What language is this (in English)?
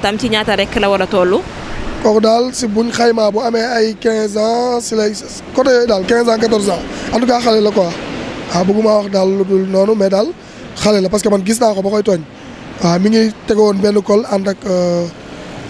Wolof